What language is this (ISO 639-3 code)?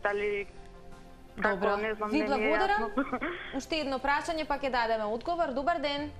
mkd